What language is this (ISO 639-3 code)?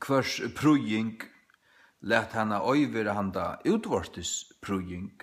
fao